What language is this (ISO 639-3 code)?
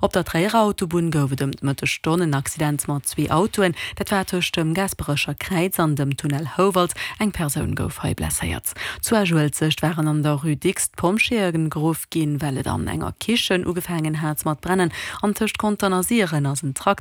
ltz